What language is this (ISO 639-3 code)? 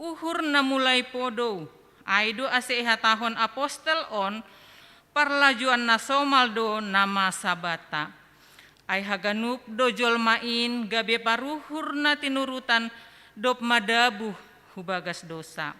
bts